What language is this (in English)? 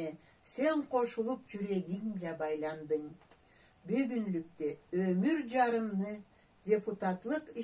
Karachay-Balkar